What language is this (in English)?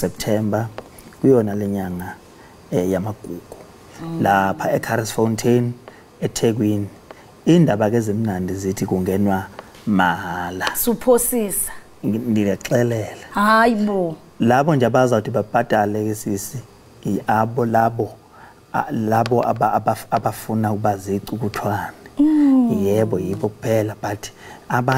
Zulu